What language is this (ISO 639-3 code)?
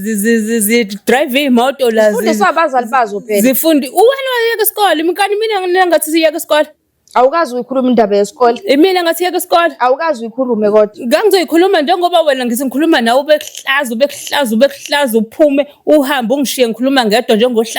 zul